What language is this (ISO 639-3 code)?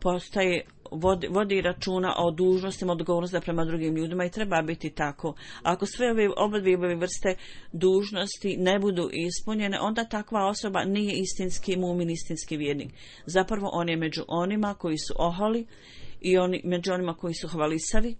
bos